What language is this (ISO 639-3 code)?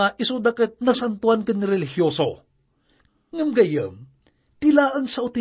ilo